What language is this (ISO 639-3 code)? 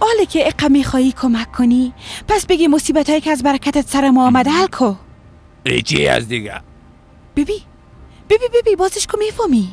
fas